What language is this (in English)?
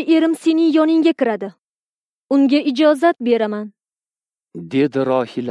Uzbek